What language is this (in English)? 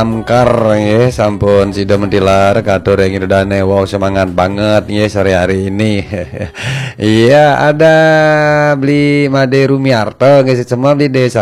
Balinese